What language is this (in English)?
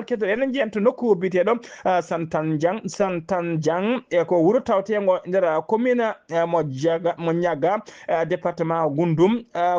Fula